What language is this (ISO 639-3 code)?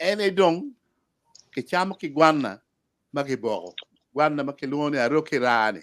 ach